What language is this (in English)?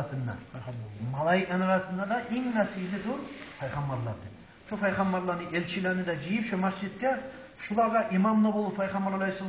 Kumyk